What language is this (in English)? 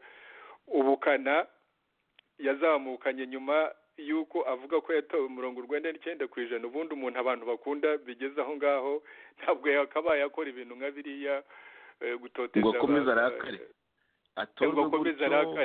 Kinyarwanda